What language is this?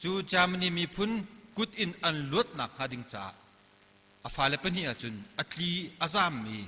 Hakha Chin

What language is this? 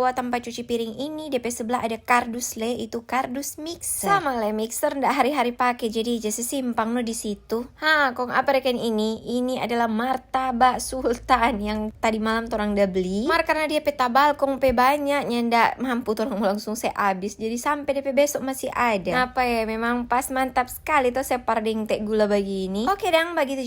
Manado Malay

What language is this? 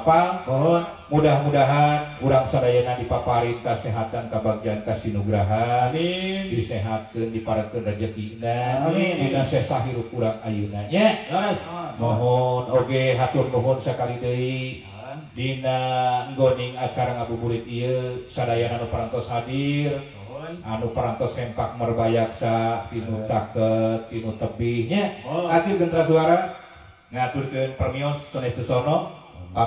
Sundanese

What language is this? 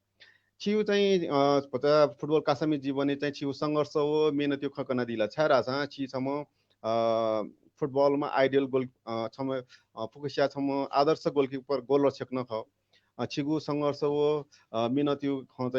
Newari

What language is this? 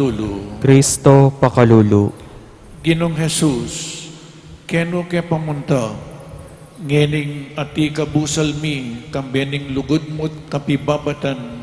Pampanga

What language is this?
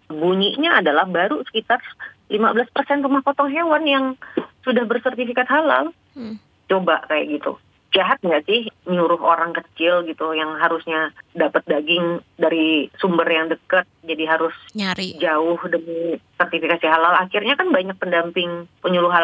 Indonesian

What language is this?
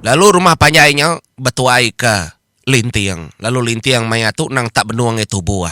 Iban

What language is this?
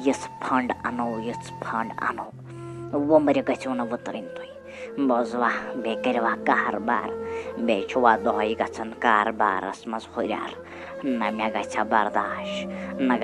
Kashmiri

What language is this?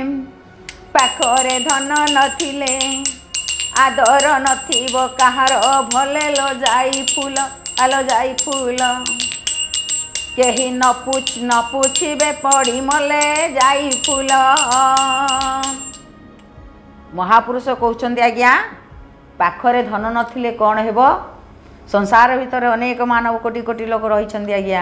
Odia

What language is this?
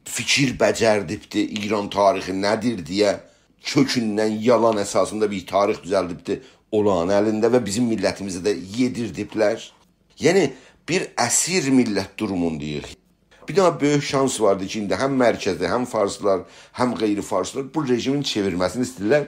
South Azerbaijani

